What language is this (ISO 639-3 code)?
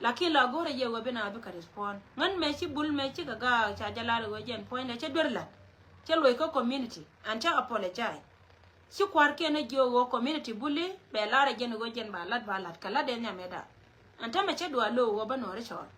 nus